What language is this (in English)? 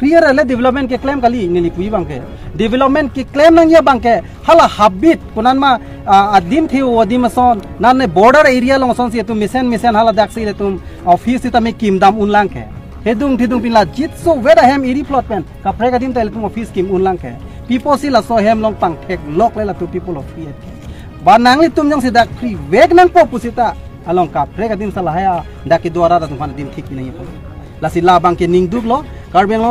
Karbi